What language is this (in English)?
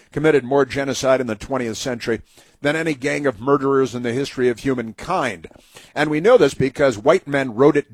English